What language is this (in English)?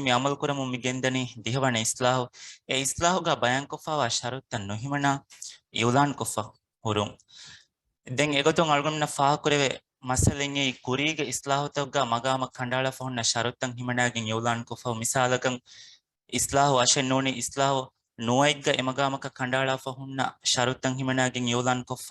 Divehi